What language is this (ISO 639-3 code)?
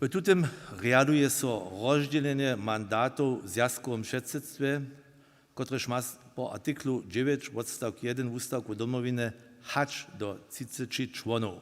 hsb